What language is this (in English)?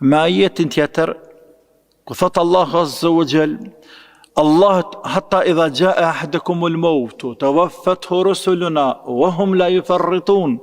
Albanian